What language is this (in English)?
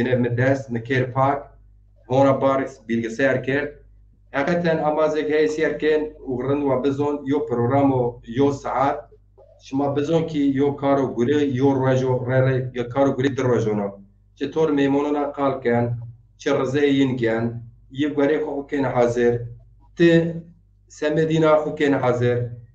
Zaza